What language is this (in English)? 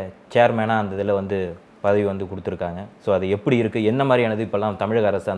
Tamil